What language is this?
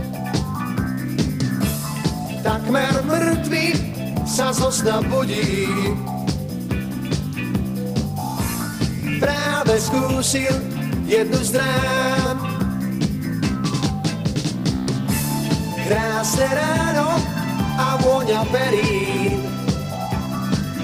Slovak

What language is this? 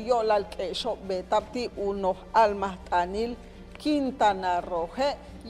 Yucateco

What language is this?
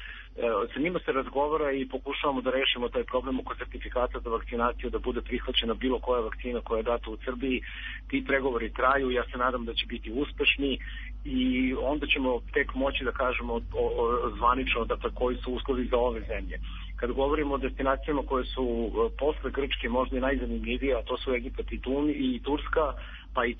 Serbian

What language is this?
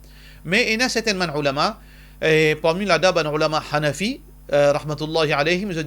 Morisyen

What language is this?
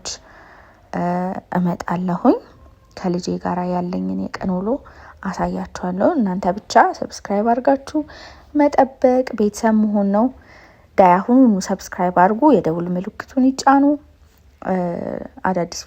Amharic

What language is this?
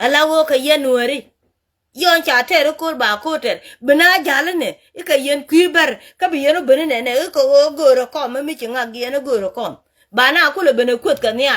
Nuer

